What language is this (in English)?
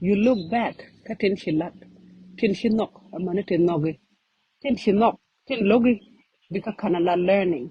Nuer